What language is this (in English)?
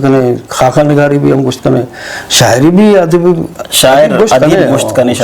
Eastern Balochi